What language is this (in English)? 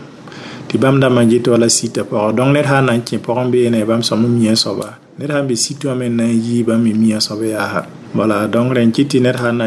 Mossi